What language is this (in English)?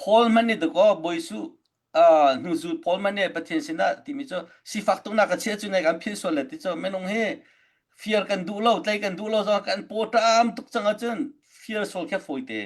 Hakha Chin